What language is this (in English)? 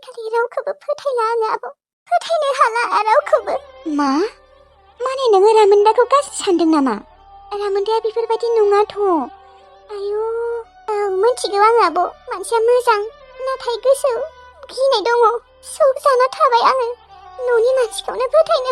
Bodo